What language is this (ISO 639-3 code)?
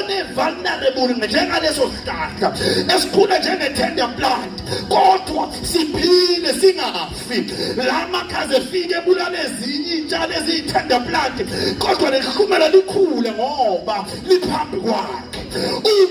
zul